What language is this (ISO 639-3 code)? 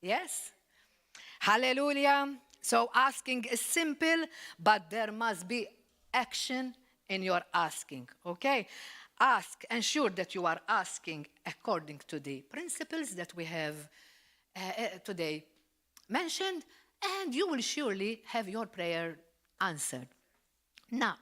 eng